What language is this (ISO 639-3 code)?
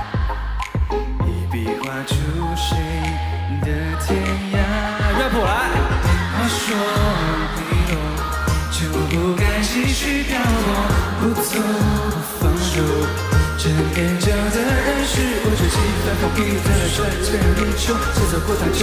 zho